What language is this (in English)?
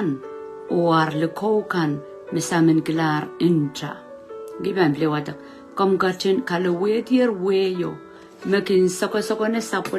Pohnpeian